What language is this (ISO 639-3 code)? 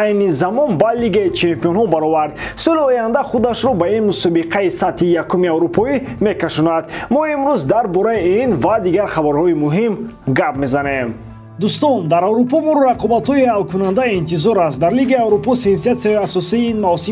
tgk